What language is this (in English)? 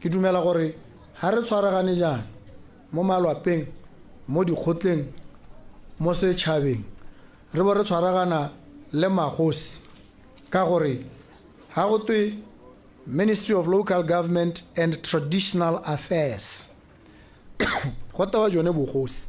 Tswana